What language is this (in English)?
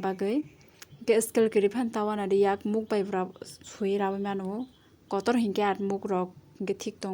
Kok Borok